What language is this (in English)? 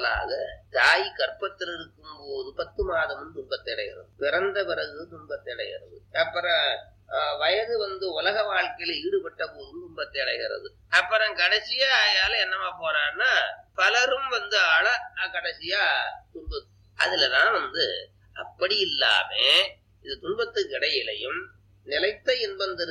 Tamil